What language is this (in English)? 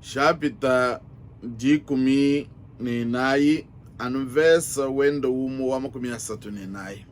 Luba-Lulua